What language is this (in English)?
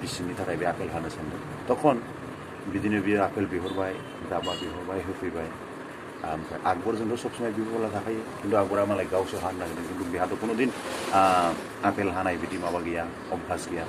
Bodo